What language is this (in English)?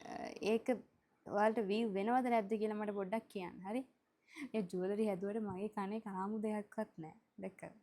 Sinhala